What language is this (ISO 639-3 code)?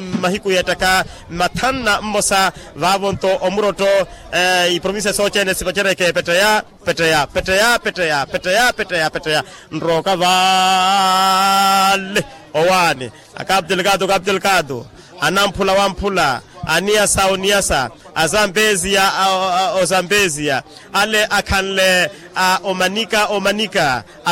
vmw